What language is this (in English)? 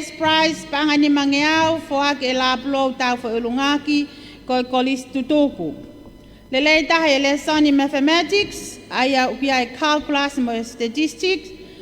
Tongan